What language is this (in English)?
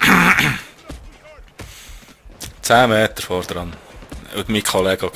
Swiss German